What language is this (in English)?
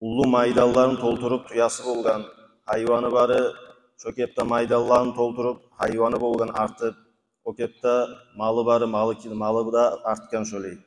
Kumyk